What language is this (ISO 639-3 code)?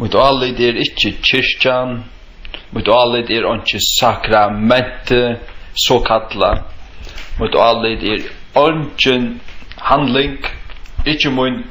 fao